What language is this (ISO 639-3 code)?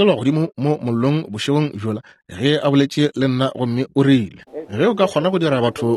nso